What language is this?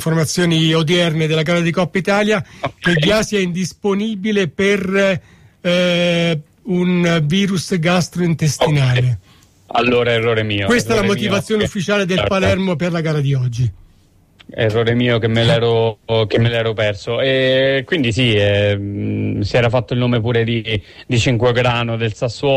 Italian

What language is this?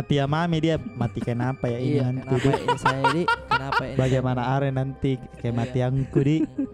Makassar Malay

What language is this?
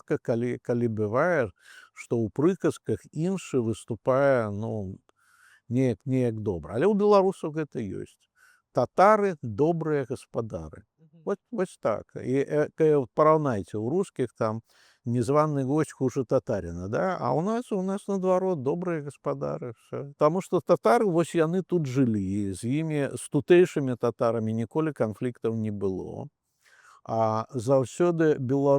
Belarusian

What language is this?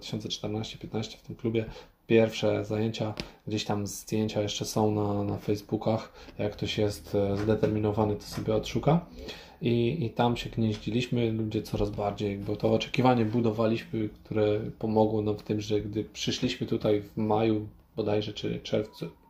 Polish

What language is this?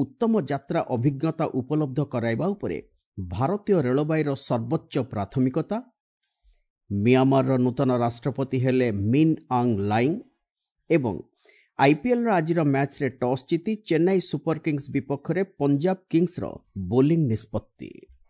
Odia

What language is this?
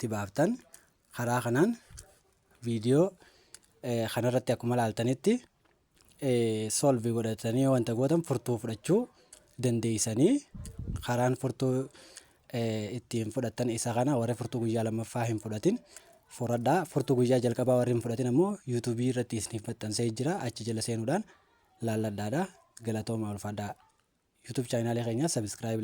Oromo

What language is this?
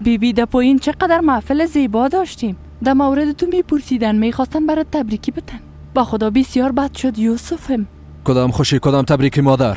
Persian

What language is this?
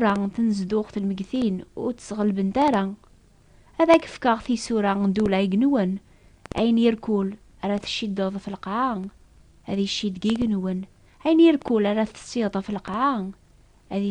Kabyle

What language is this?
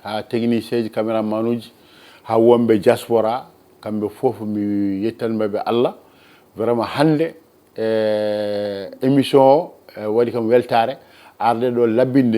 Fula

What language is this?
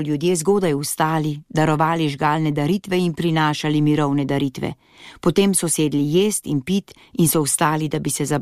Slovenian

